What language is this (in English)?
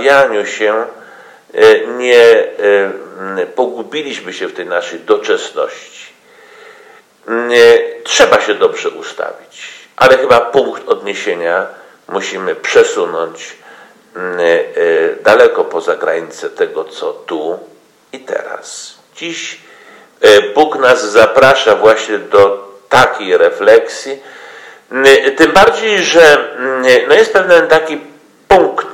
Polish